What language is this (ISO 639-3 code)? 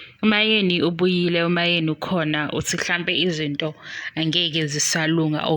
zul